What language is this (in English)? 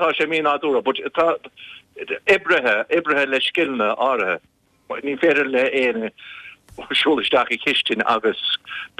Irish